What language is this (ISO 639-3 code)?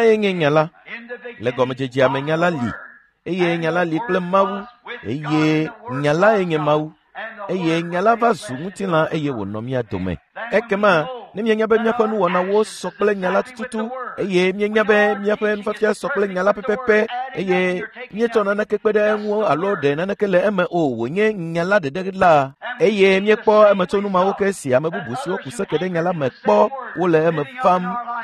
ewe